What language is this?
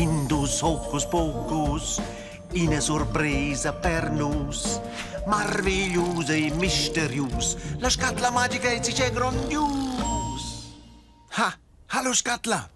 Romansh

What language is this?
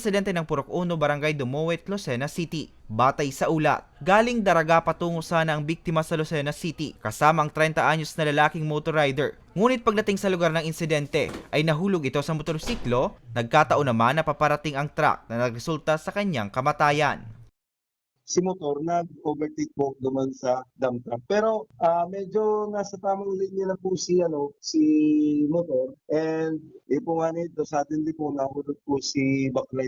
Bikol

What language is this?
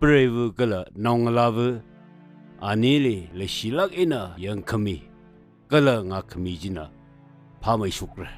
Tangkhul Naga (India)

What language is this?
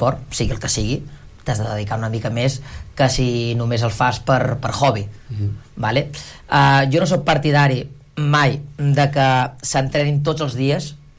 Catalan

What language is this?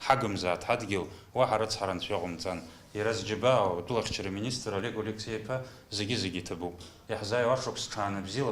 Abkhazian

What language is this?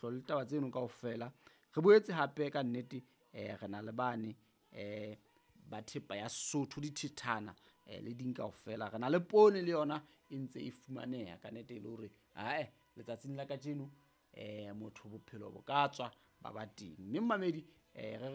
Southern Sotho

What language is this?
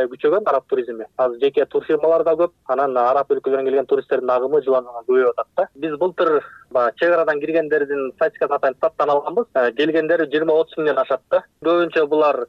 Kyrgyz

